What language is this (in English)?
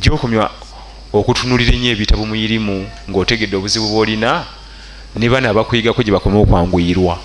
Ganda